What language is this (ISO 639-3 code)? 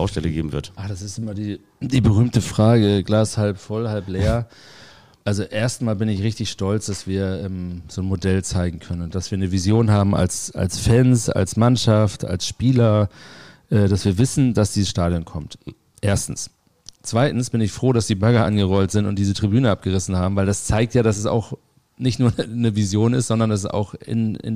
deu